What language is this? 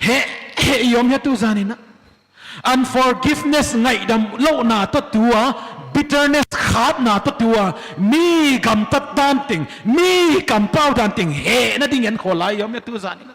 Paite Chin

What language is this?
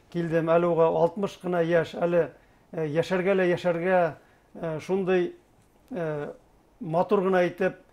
Bashkir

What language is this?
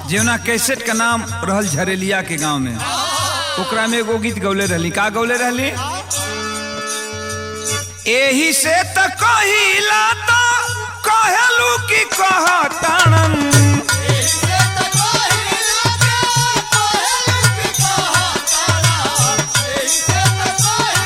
Bhojpuri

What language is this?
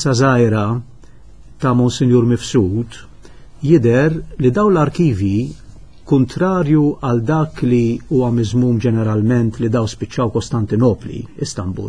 Maltese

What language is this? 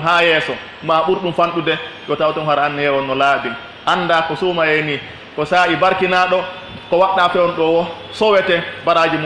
Pular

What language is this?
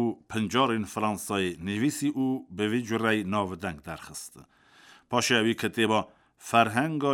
Kurdish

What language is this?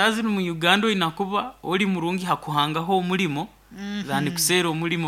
Nyoro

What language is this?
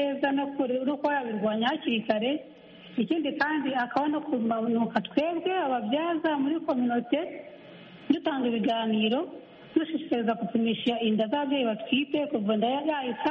Kinyarwanda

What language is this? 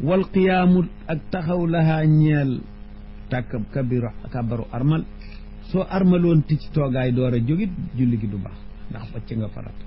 Wolof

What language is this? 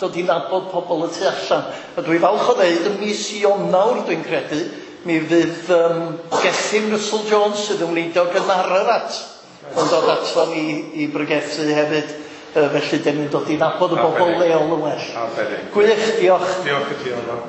Welsh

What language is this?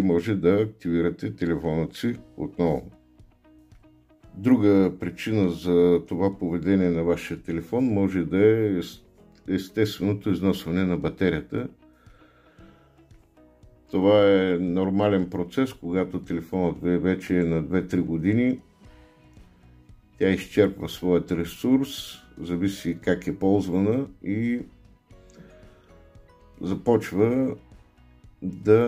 Bulgarian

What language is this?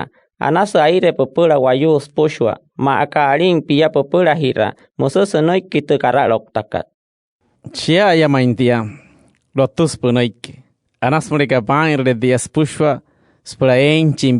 Wayuu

